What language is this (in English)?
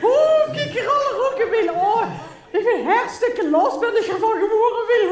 Limburgish